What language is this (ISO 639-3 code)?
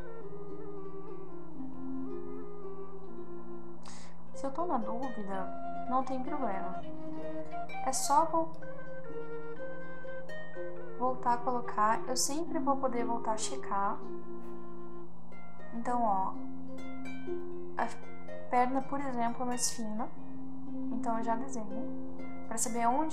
por